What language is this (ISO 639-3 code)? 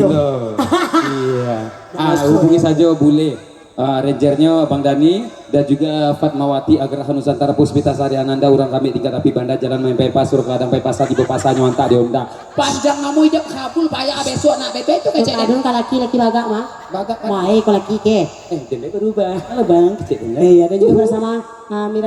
min